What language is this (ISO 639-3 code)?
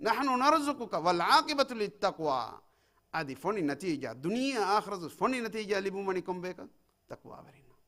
div